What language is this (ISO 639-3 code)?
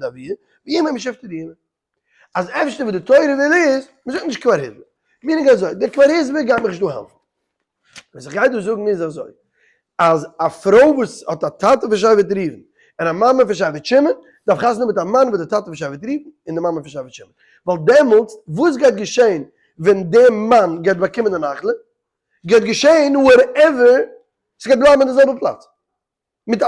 yid